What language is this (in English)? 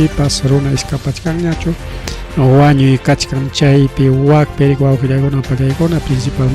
Ayacucho Quechua